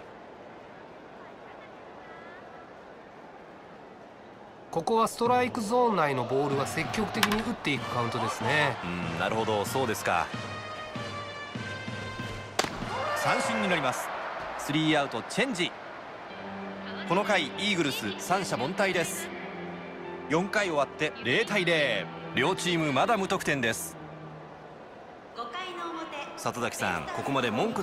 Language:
Japanese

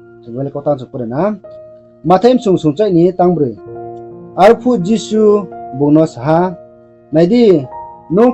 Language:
Riang (India)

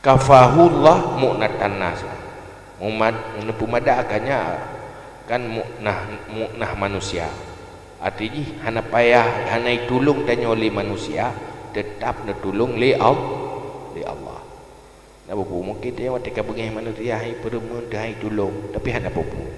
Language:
Achinese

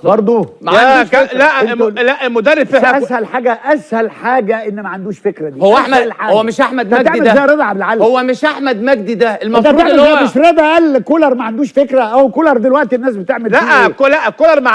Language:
Egyptian Arabic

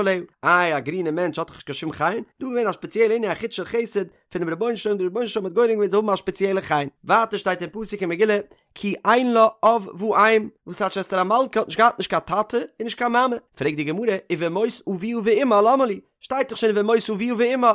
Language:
Yiddish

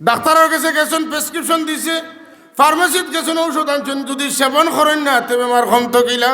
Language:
Sylheti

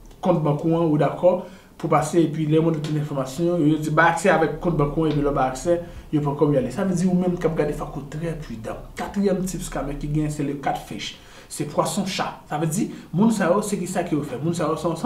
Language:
Haitian Creole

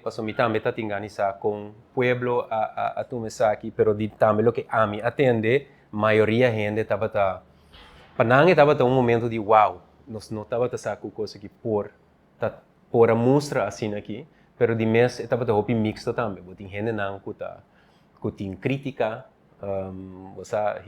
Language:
Papiamento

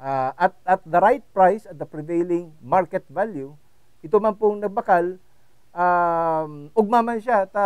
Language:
Bikol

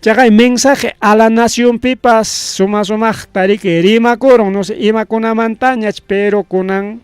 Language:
Ayacucho Quechua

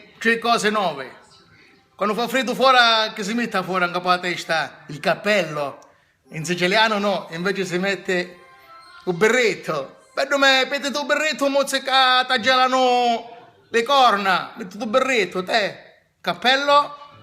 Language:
Sicilian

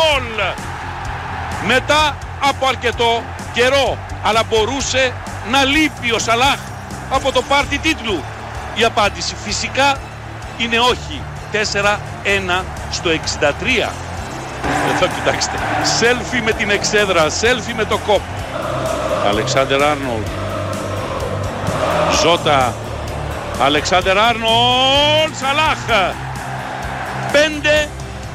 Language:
Greek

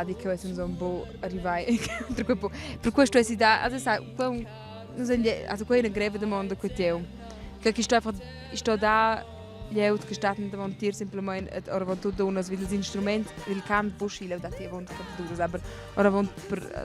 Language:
Romansh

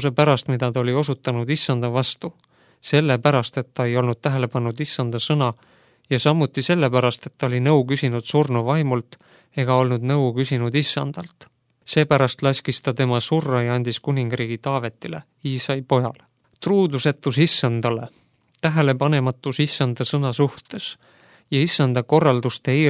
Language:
Estonian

